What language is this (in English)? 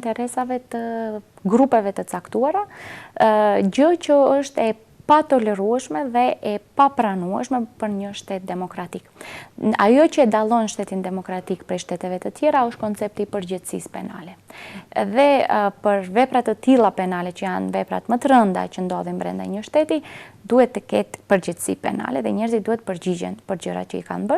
Albanian